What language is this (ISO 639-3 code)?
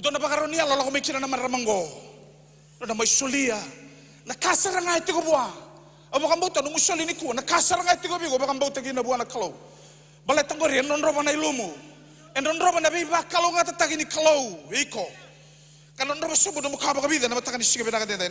fij